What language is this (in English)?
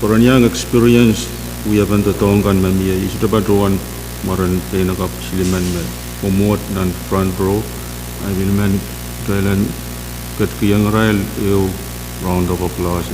Pohnpeian